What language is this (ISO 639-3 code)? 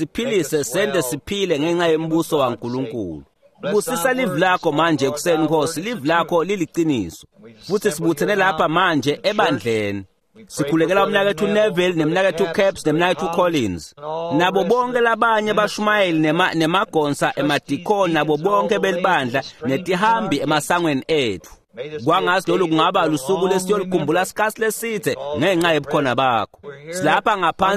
ssw